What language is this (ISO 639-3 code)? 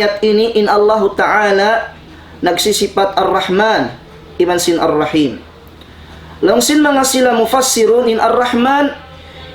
tsg